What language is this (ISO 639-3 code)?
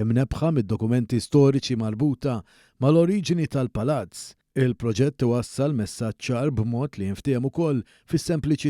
mlt